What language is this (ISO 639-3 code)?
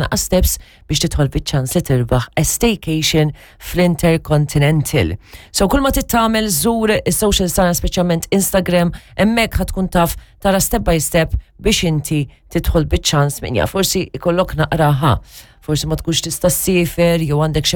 mlt